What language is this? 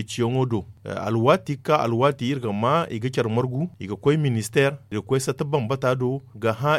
Zarma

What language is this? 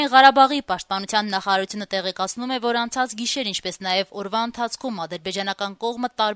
Armenian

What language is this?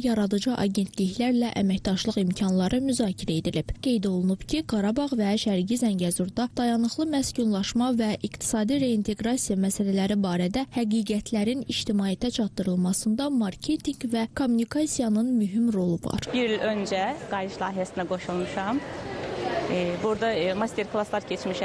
Azerbaijani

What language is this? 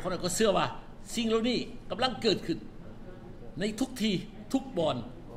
Thai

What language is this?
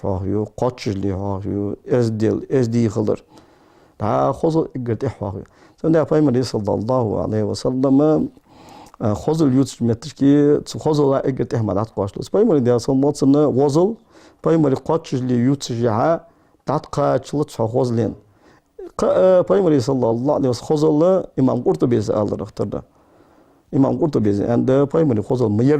Ingush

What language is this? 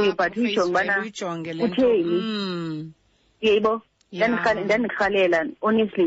Xhosa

